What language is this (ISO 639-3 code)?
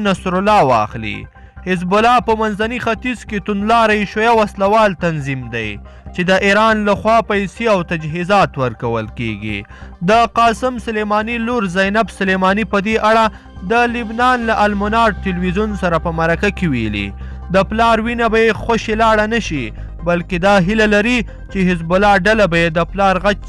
pus